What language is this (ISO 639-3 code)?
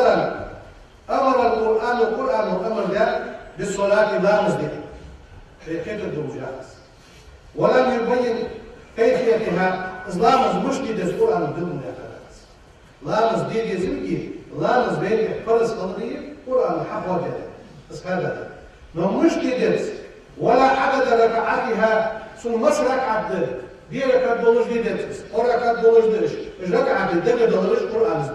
inh